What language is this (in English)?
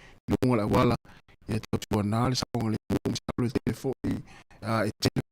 Samoan